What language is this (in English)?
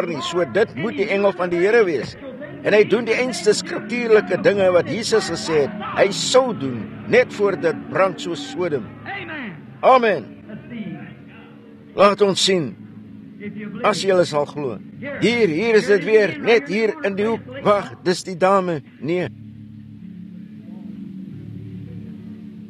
Afrikaans